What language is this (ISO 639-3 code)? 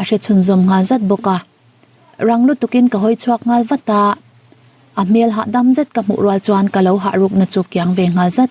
lus